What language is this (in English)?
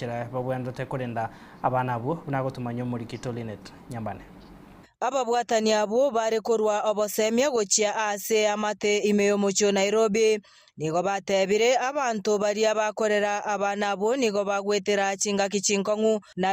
Gusii